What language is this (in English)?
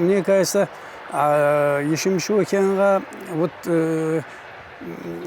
Tsakhur